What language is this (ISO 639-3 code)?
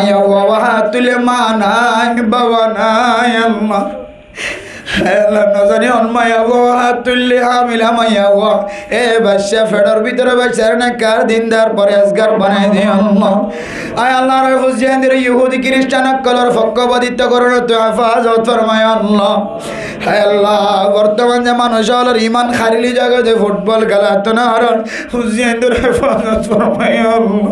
rhg